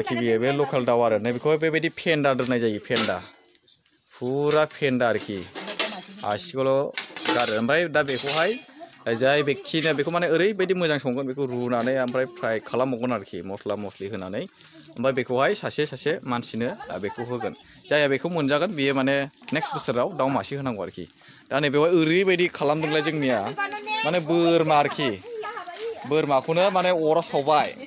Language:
Bodo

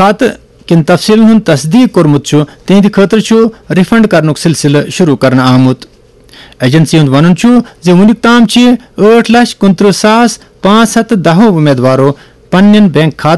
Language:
Kashmiri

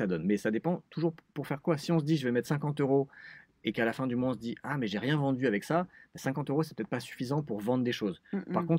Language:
French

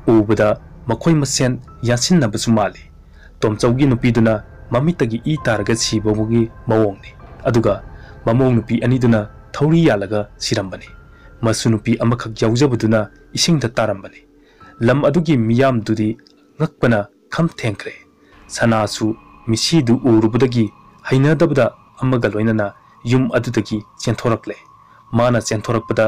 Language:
Manipuri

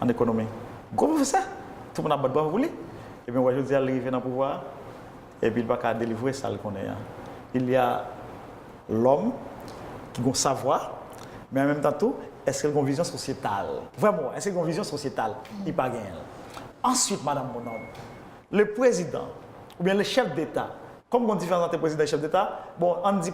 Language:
Haitian Creole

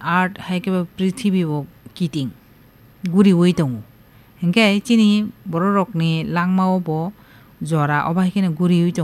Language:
Kok Borok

